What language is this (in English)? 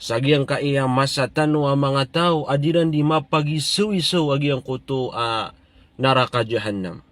Maranao